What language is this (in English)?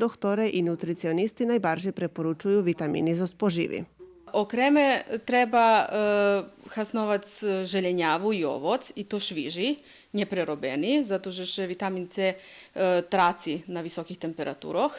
Rusyn